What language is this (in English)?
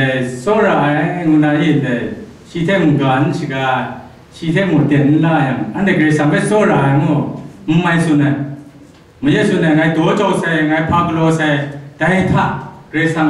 Kachin